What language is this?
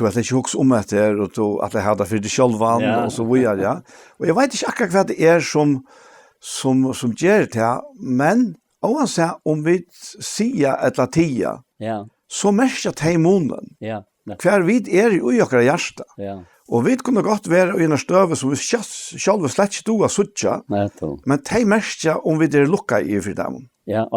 Faroese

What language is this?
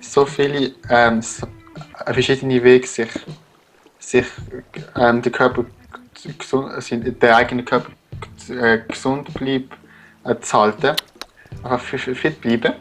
Swiss German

